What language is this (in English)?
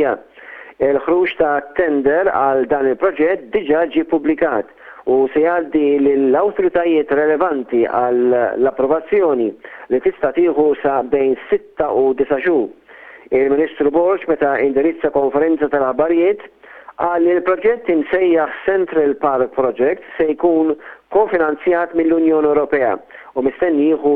Maltese